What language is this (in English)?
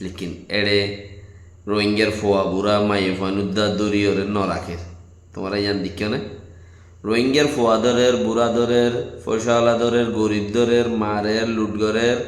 Rohingya